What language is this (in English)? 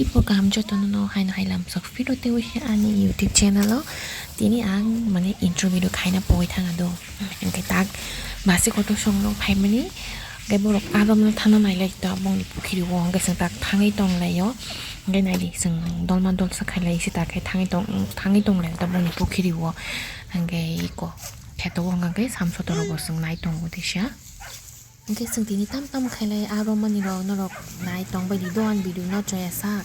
Kok Borok